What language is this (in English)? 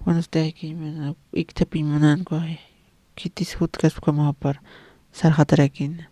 Aymara